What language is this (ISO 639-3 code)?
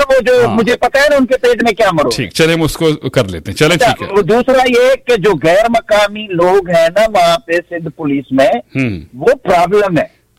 urd